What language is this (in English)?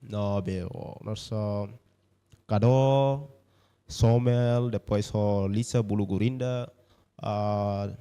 Tetum